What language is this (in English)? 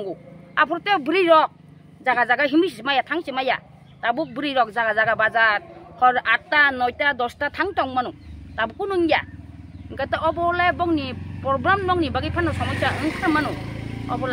Kok Borok